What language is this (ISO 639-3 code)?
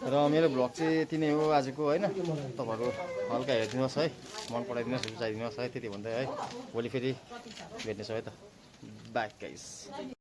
nep